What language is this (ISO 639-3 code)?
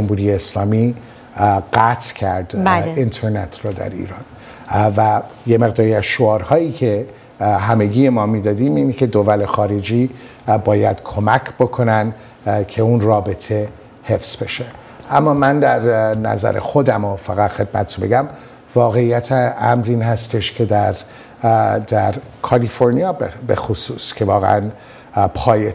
fas